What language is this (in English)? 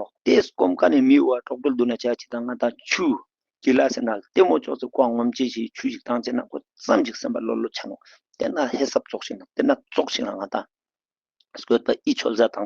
Ladakhi